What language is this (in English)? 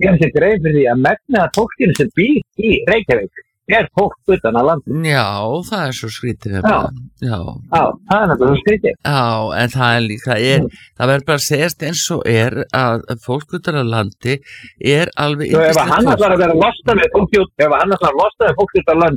Icelandic